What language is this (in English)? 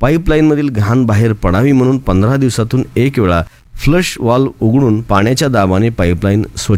Marathi